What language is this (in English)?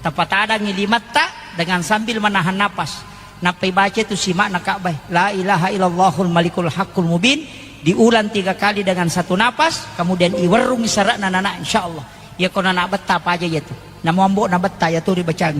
Buginese